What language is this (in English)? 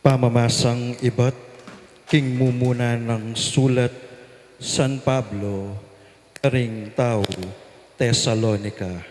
Pampanga